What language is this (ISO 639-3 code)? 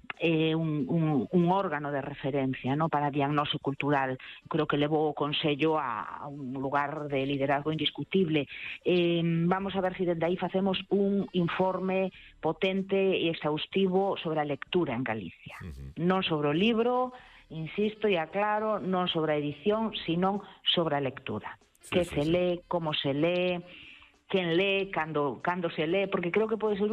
glg